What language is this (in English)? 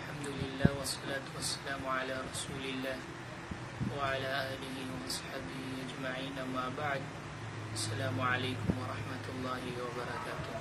Maranao